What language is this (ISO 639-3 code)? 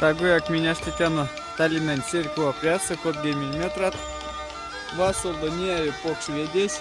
myv